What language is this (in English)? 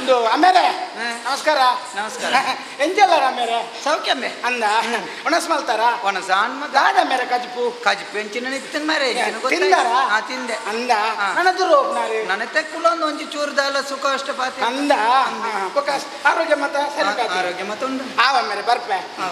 Tulu